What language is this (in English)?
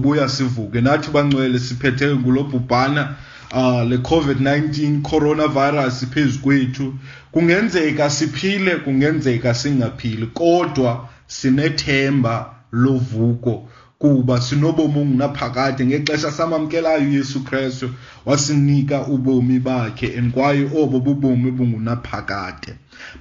Xhosa